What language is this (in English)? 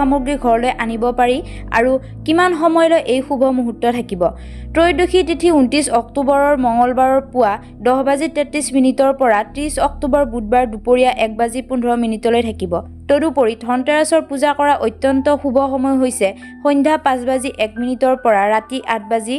Assamese